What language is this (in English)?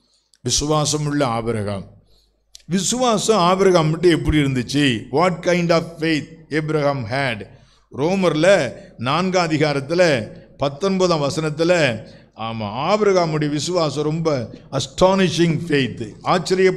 Tamil